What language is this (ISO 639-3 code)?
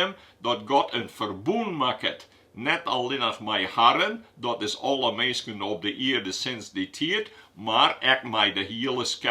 fry